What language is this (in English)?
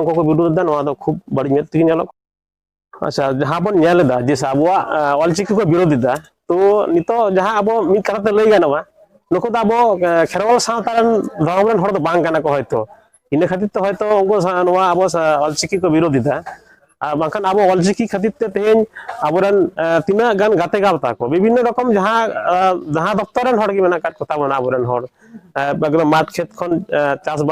Santali